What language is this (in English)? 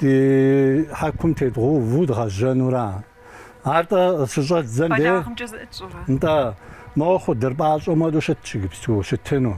Kabardian